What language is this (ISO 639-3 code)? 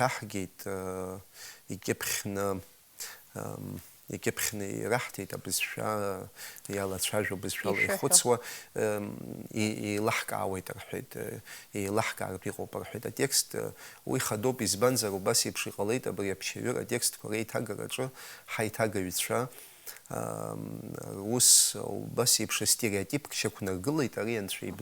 abk